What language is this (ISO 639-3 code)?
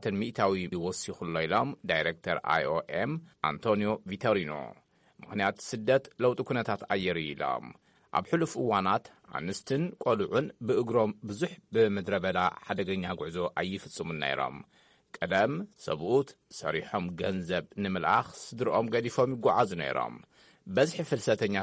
tir